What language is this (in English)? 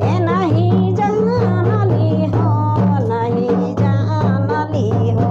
Sadri